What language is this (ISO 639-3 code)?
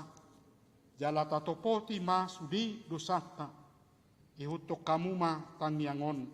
bbc